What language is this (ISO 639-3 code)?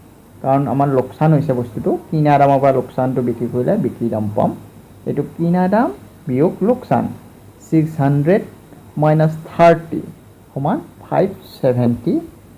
asm